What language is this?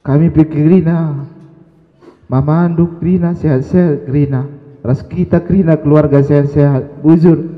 Batak Karo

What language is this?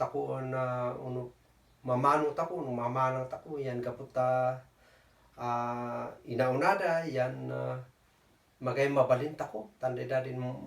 Kankanaey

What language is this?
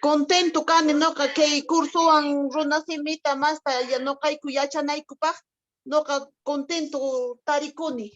Quechua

